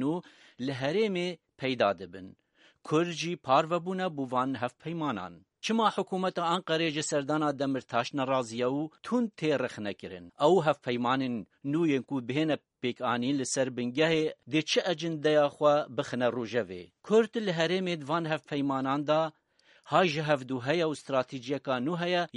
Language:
Kurdish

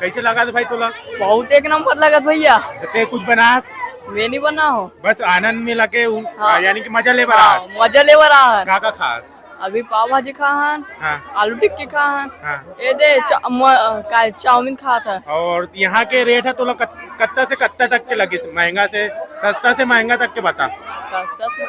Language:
Chhattisgarhi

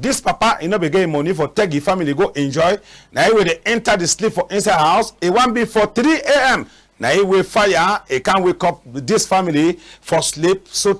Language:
Cameroon Pidgin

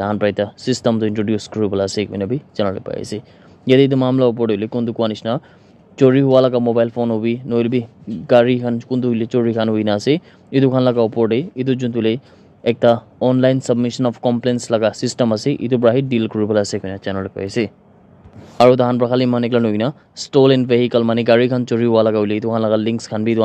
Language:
Naga Pidgin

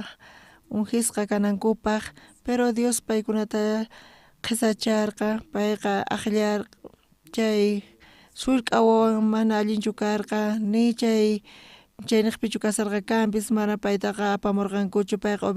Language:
South Bolivian Quechua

